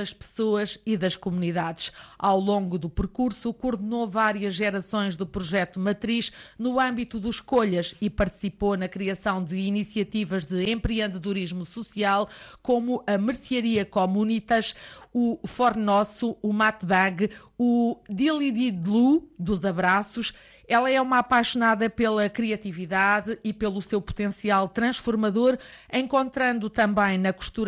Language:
Portuguese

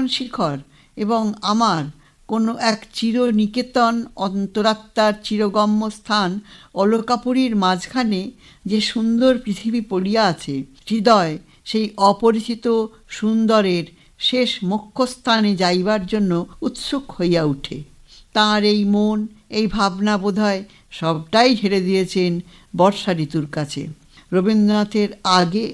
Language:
Bangla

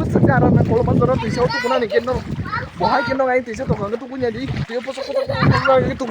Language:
Kok Borok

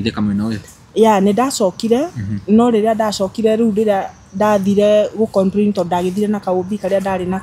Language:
Kikuyu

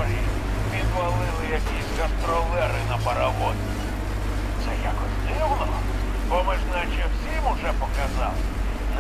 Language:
Ukrainian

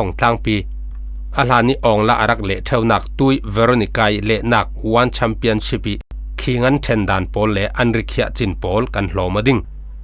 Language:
Falam Chin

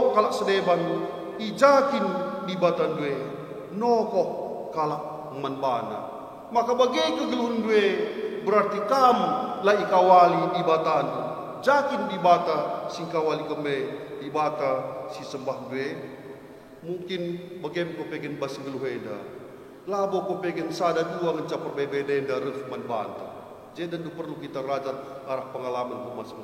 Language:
Batak Karo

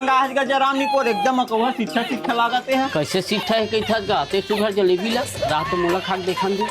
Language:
Chhattisgarhi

